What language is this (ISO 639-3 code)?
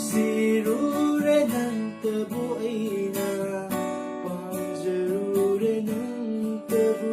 mni